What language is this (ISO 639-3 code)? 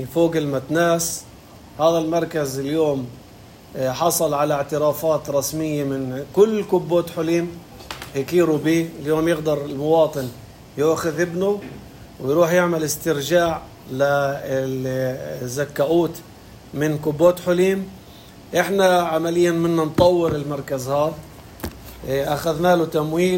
apc